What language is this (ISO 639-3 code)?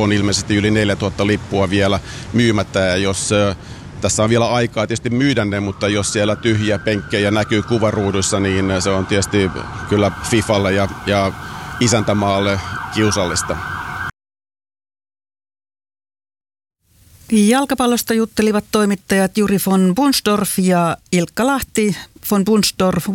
fin